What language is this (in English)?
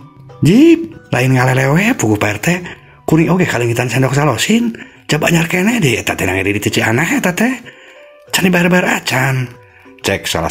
Sundanese